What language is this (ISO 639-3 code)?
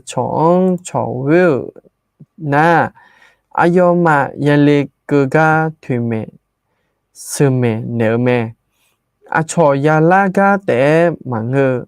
ahk